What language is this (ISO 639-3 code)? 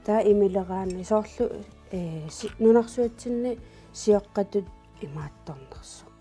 kal